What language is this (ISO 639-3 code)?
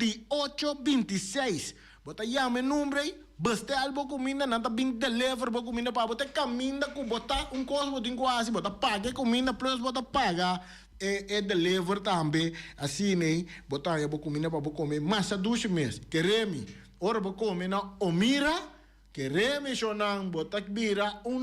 pap